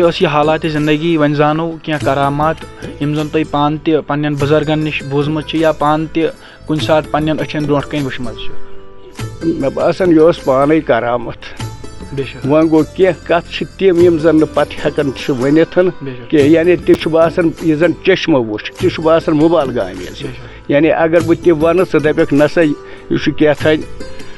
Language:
Kashmiri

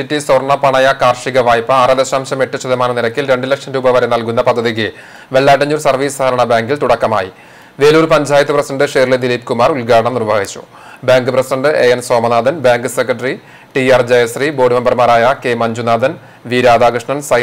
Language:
Malayalam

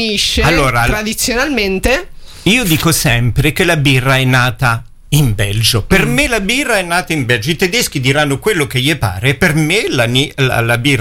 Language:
Italian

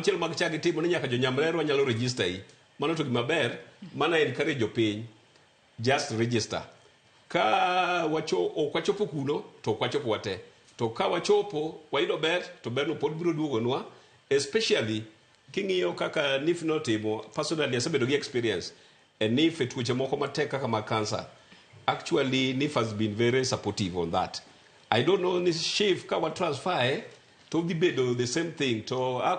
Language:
Luo (Kenya and Tanzania)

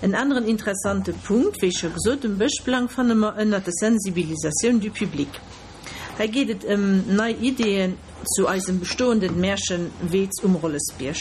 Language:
Luxembourgish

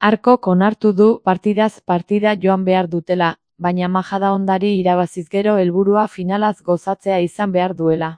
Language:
Basque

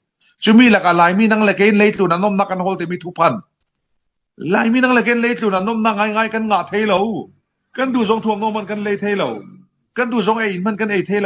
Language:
Falam Chin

